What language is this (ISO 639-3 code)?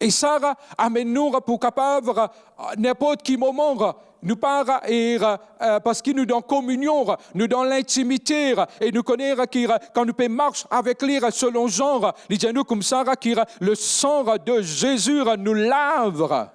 mfe